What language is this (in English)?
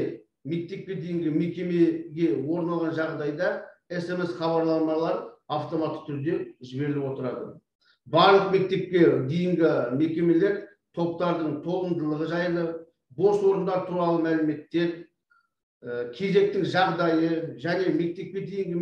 Kazakh